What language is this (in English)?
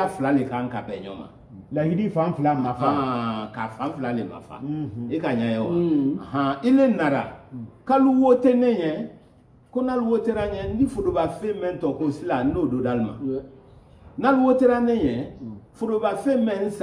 Bambara